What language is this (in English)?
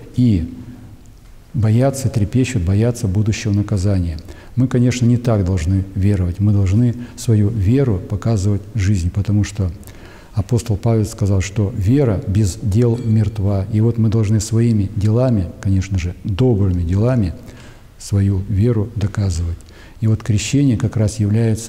Russian